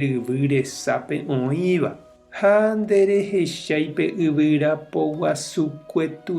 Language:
Guarani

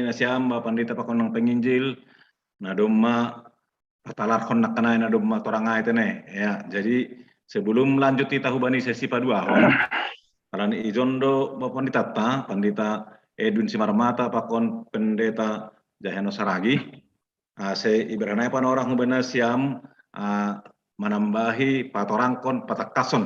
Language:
Batak Simalungun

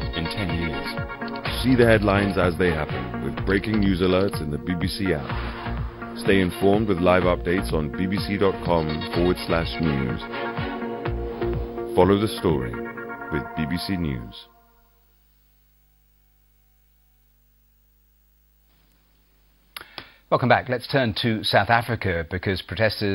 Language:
English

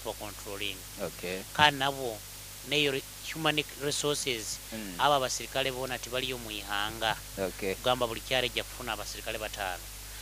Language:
Nyoro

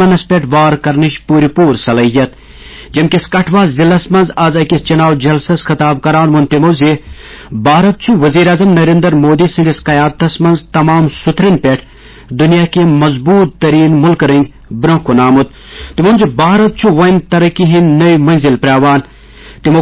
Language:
Kashmiri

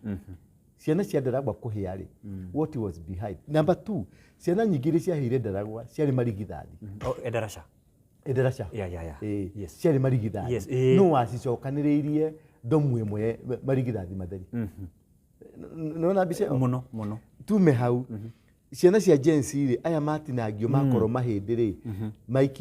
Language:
Kikuyu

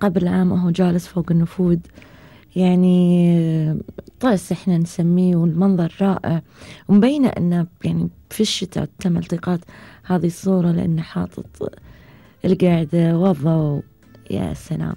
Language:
Gulf Arabic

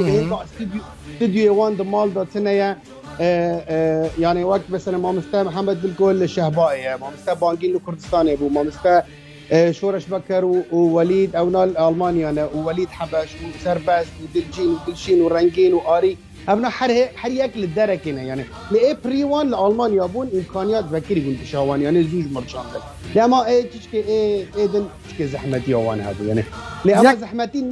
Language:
Kurdish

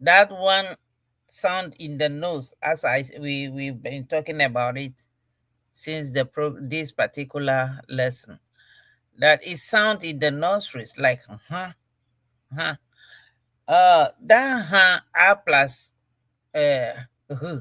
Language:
Ewe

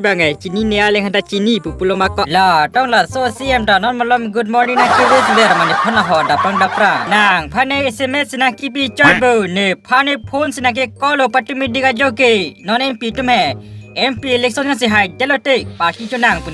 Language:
Karbi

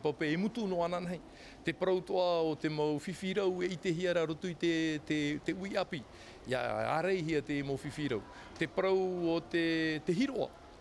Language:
Tahitian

